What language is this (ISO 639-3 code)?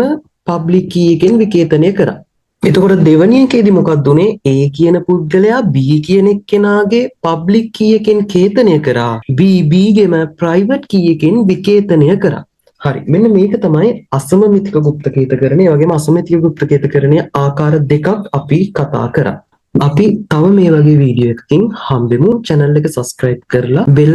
sin